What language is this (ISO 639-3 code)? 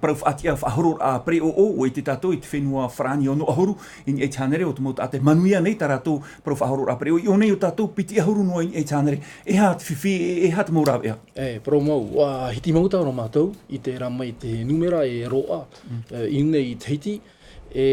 tah